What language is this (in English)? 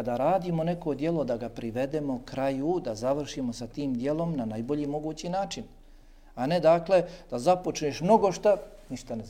Bosnian